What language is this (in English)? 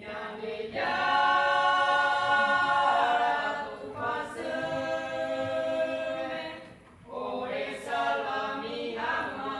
Guarani